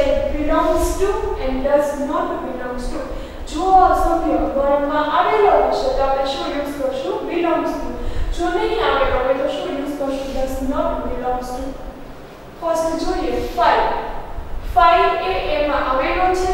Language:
Gujarati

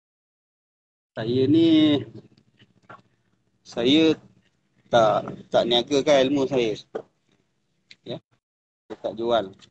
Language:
Malay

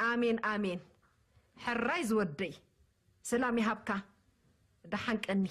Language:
Tigrinya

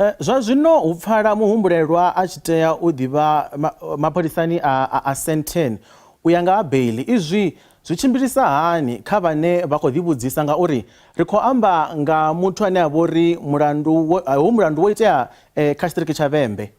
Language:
Venda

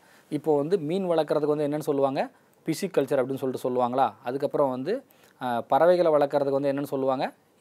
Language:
Tamil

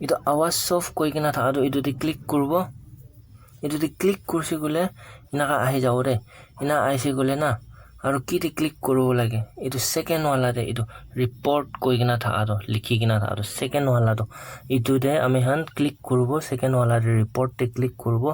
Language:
Naga Pidgin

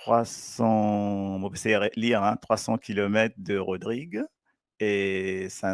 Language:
Morisyen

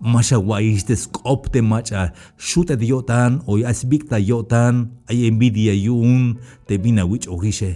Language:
Tzeltal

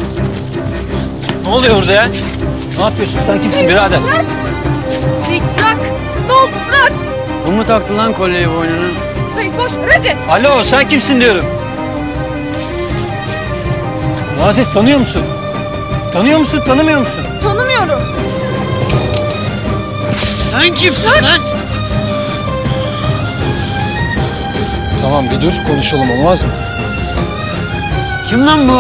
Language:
Turkish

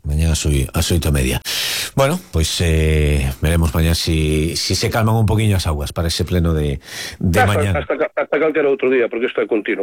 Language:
Galician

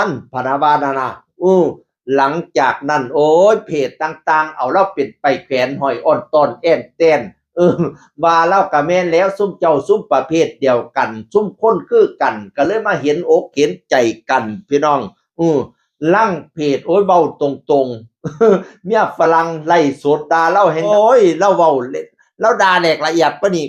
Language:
Northeastern Thai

